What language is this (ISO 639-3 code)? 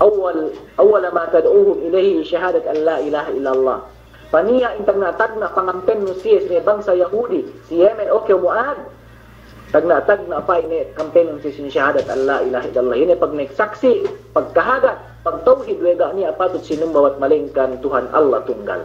yka